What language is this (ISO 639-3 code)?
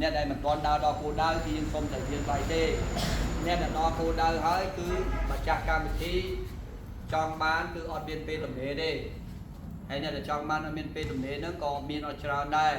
khm